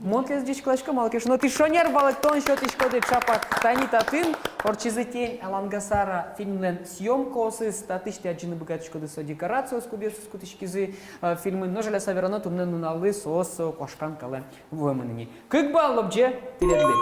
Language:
Udmurt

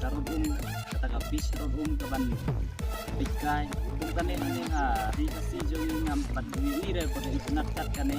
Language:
Khasi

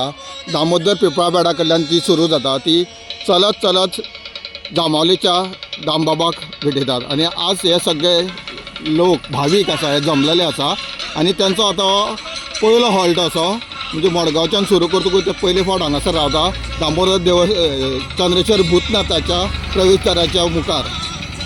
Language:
Konkani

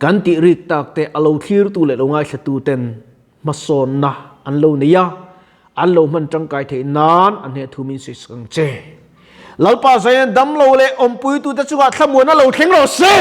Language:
Mizo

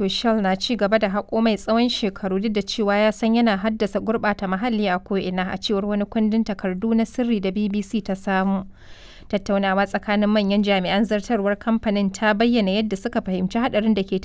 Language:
Hausa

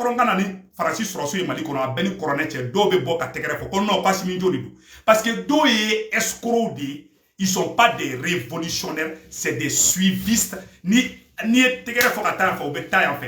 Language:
Bambara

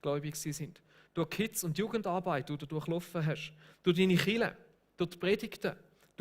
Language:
Swiss German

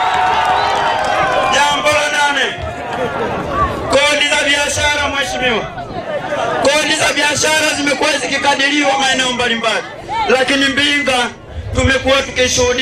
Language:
Swahili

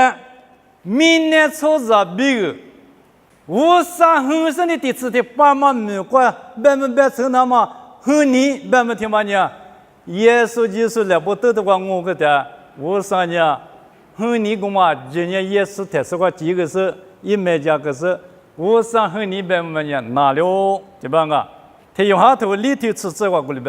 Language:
Lisu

